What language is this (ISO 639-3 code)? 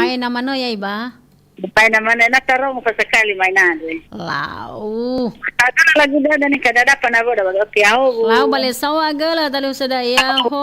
nia